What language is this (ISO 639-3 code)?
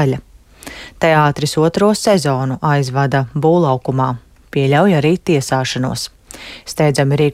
lav